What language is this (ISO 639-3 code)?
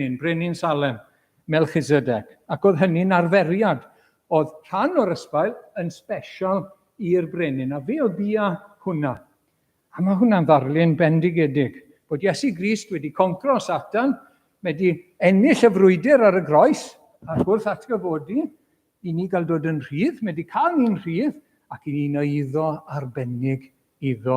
cym